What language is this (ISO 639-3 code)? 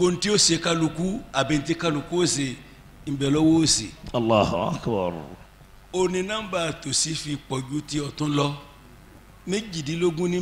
yor